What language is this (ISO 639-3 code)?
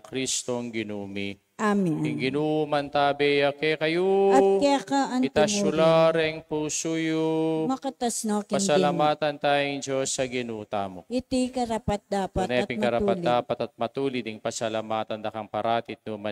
pam